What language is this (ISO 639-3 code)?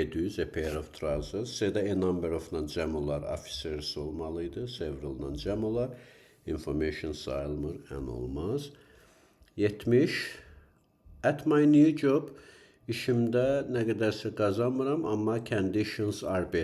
aze